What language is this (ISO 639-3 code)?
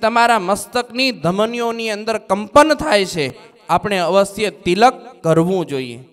guj